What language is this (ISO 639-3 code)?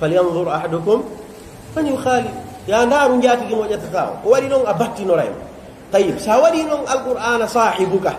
fuf